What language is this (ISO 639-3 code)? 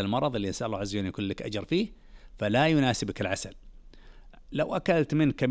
ars